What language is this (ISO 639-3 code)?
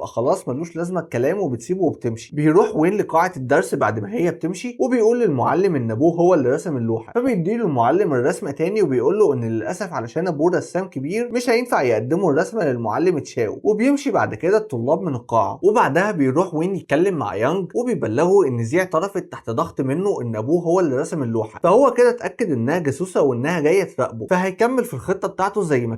arz